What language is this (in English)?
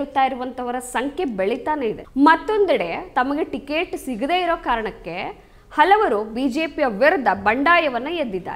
Kannada